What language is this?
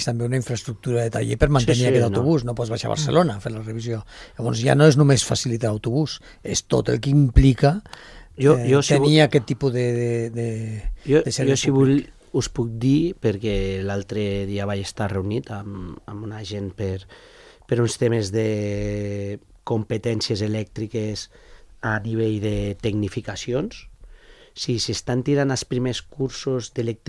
Catalan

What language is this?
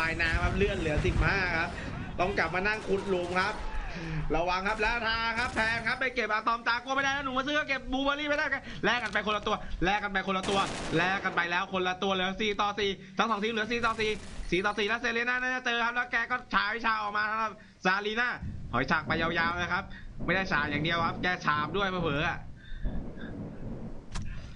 Thai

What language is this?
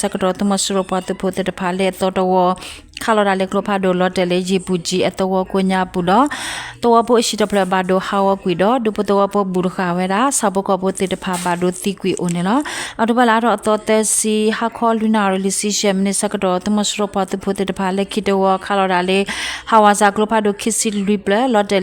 S'gaw Karen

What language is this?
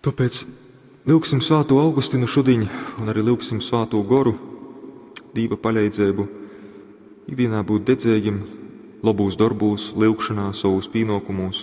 Latgalian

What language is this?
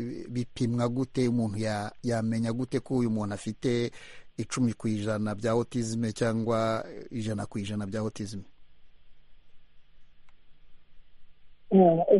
Kinyarwanda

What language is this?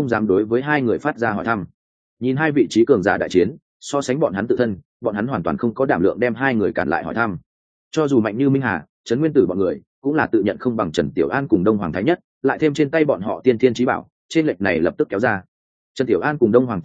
Vietnamese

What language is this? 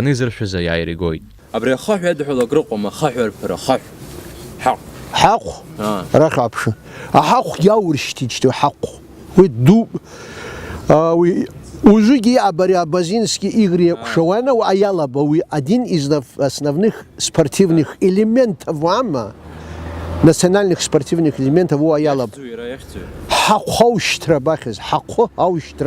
Abkhazian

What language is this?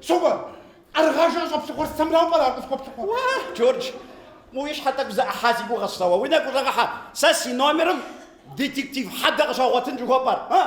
Kabardian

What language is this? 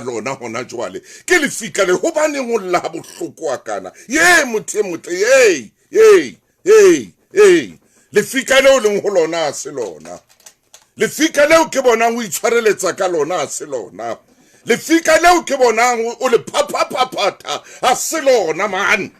Southern Sotho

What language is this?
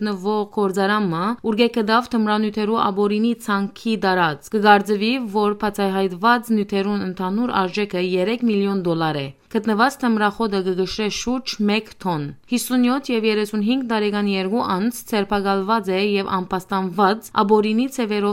Western Armenian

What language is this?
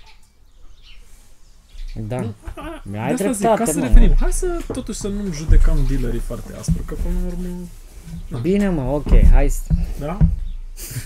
Romanian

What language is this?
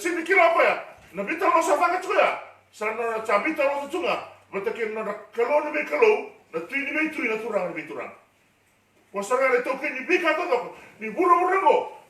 Fijian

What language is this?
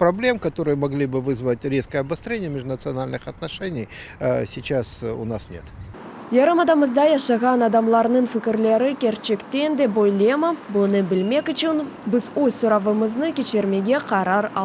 Crimean Tatar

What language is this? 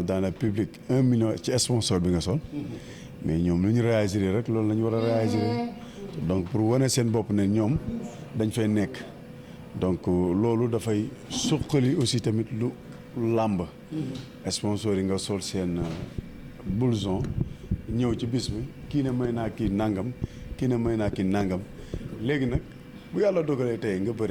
Wolof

